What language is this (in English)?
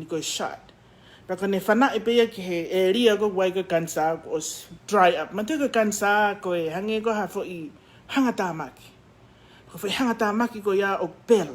Tongan